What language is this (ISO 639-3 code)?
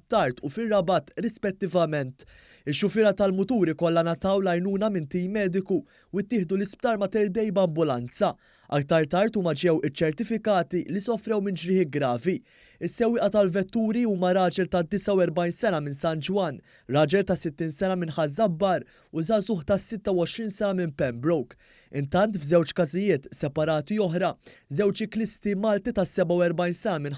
mlt